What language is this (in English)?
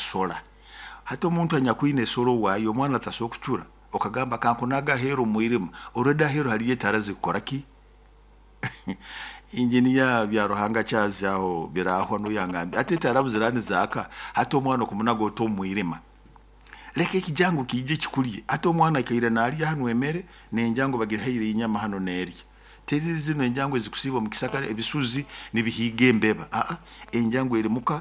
Nyoro